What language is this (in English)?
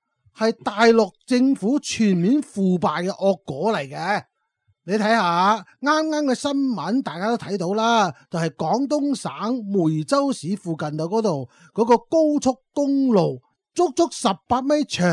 Cantonese